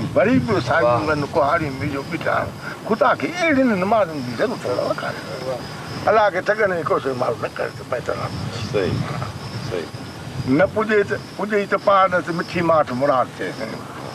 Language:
Sindhi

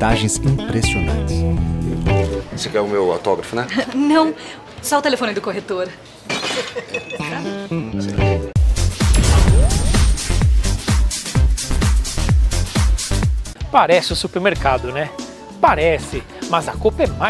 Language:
Portuguese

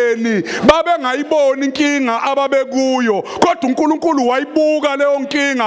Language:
Zulu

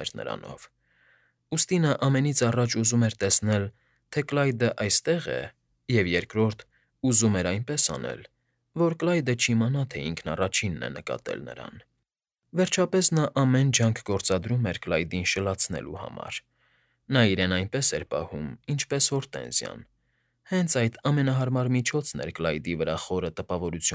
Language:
Armenian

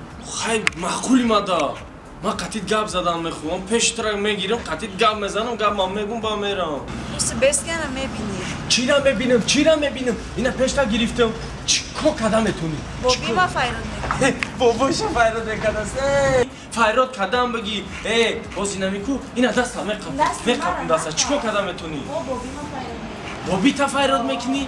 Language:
Tajik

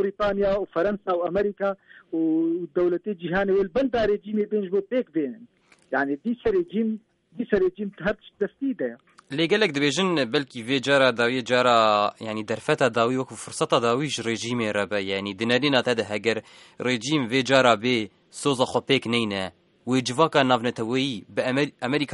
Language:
Kurdish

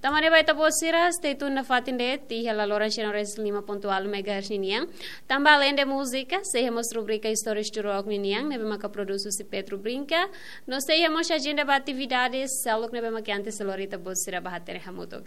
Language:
Tetum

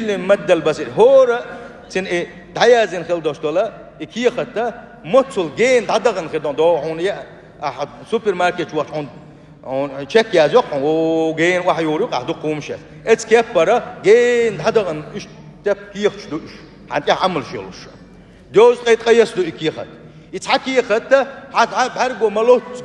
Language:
Chechen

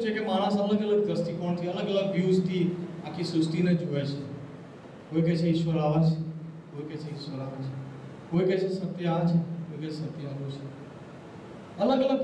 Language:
Gujarati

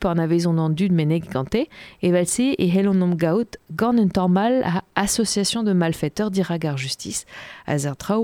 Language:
Breton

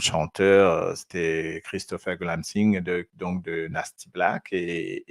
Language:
Morisyen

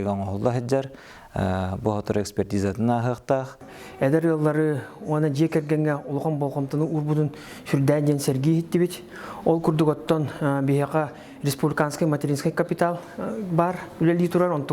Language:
Yakut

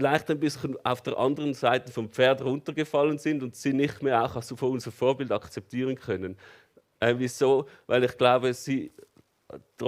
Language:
Swiss German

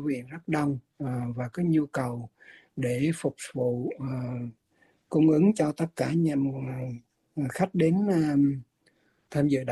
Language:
Vietnamese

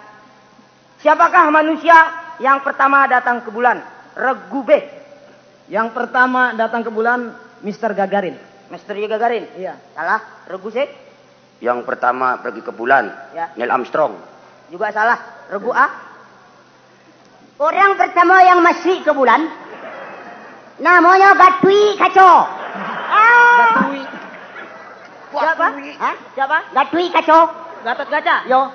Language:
Indonesian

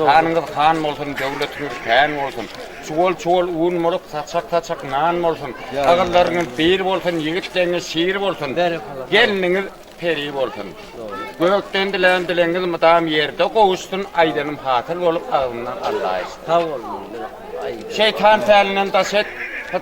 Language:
Turkmen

